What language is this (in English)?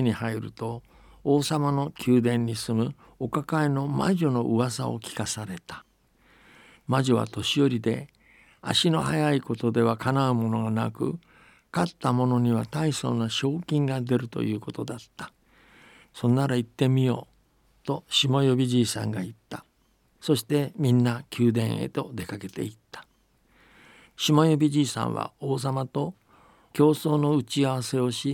Japanese